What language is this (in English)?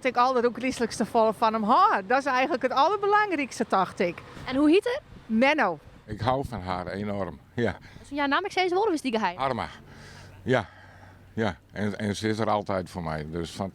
Western Frisian